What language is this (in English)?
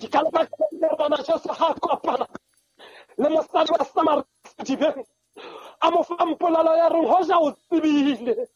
Southern Sotho